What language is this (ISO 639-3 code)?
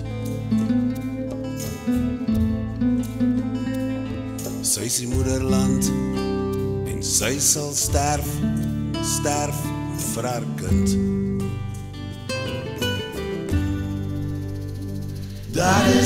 afr